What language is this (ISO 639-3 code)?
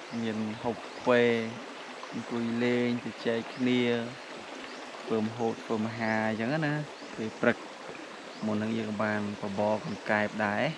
khm